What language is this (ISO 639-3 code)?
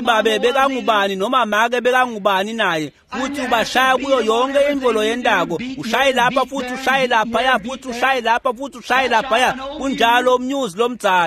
ssw